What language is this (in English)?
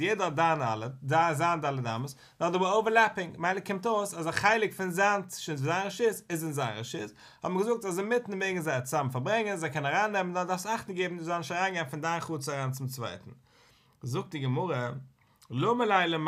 Yiddish